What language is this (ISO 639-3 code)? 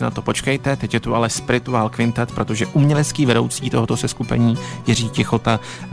ces